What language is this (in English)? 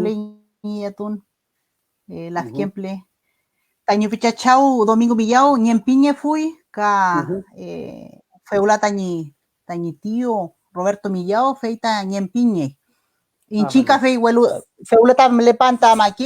Mapuche